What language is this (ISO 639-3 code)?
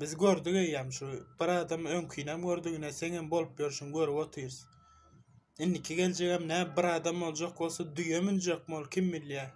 tuk